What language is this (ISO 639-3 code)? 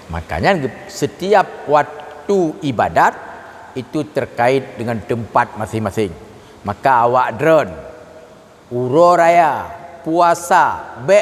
ace